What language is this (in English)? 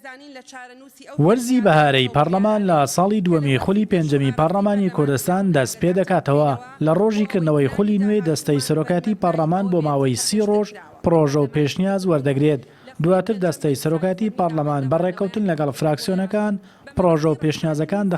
Central Kurdish